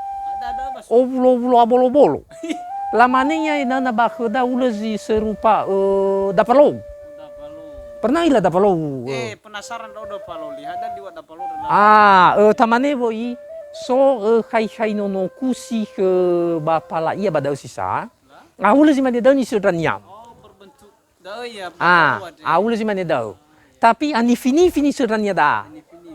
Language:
Nias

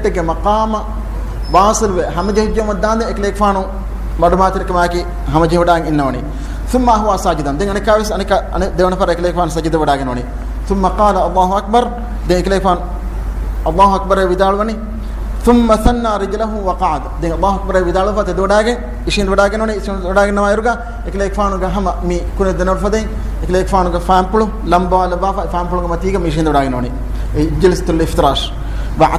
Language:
Divehi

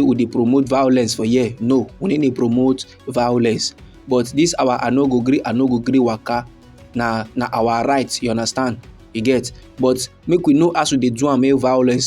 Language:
Nigerian Pidgin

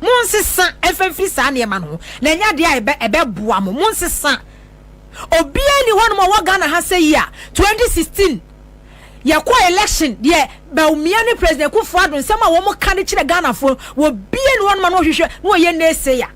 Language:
Akan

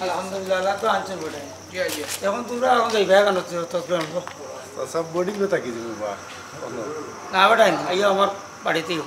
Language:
Sylheti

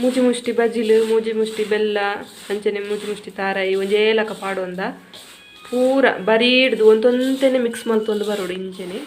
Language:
Tulu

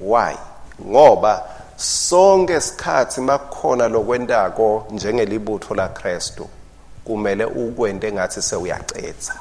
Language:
Swati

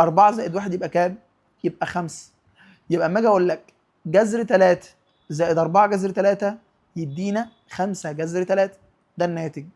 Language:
Egyptian Arabic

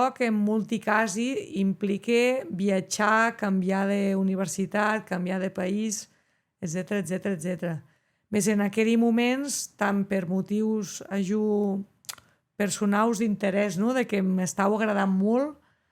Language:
Occitan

